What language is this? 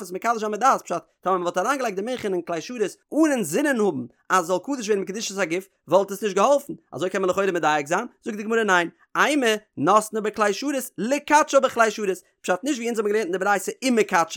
Yiddish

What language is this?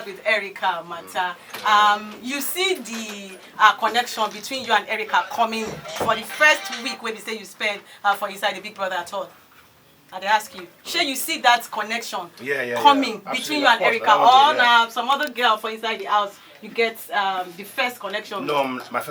Nigerian Pidgin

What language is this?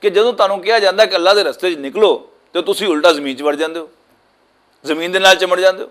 Western Panjabi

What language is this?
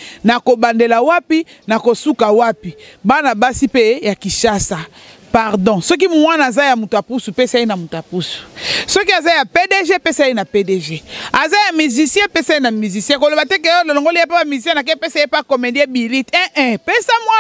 Lingala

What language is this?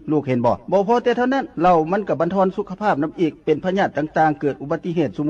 Lao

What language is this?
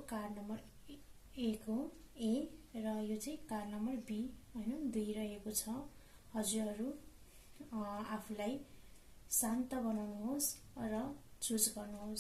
Nepali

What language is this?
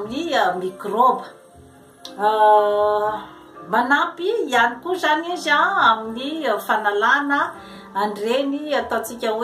Malagasy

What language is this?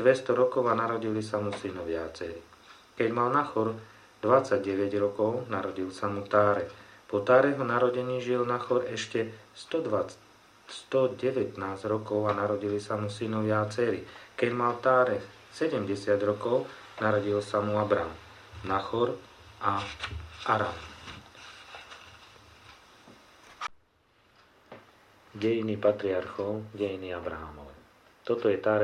Slovak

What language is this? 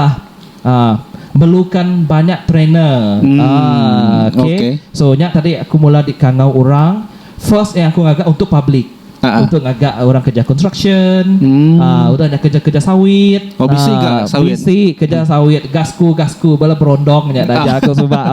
Iban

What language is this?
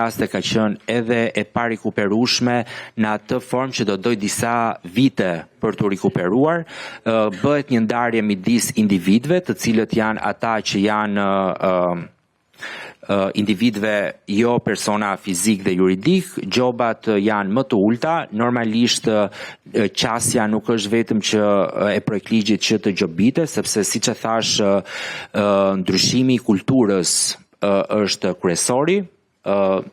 Albanian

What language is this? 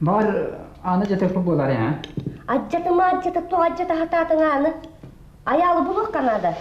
Yakut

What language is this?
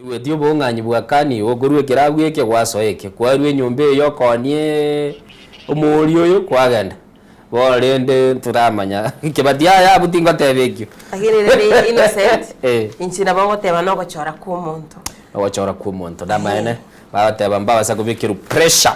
Gusii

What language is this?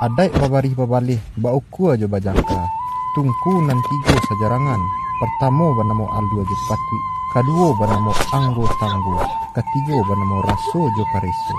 Minangkabau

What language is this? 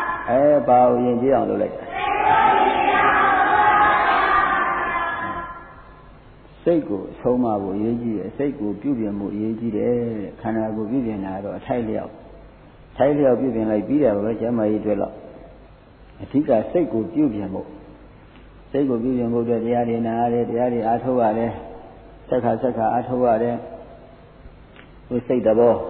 Burmese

